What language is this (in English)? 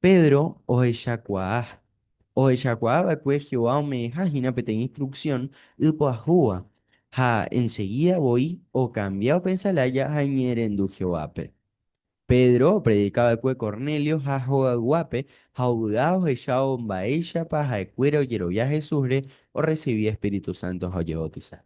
Guarani